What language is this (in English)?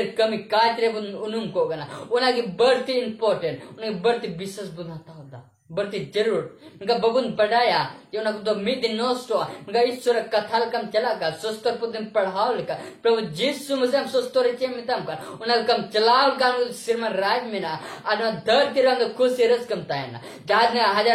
Santali